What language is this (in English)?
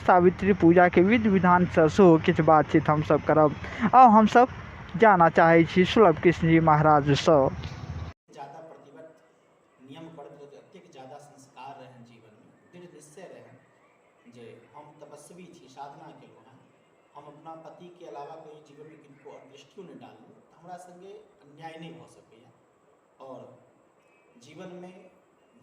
Maithili